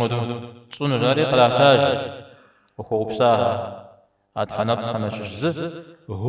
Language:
Kabardian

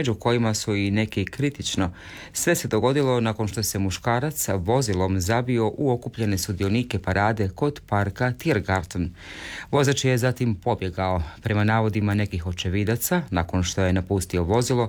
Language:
Croatian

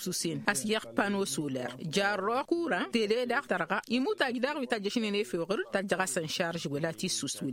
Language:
Tamasheq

